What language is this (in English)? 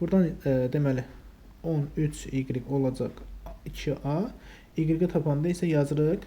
Azerbaijani